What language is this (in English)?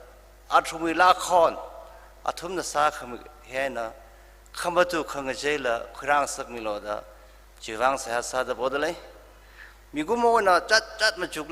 Tangkhul Naga (India)